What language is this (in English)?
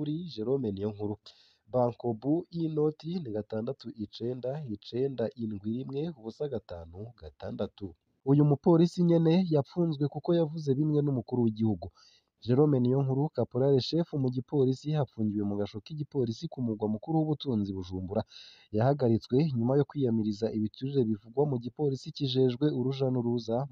Rundi